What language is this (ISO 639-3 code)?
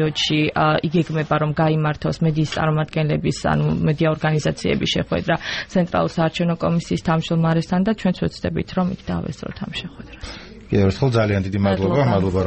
kat